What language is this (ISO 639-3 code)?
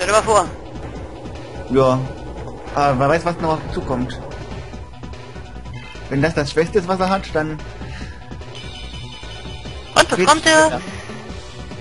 deu